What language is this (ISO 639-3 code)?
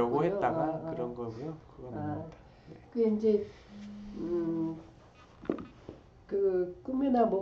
kor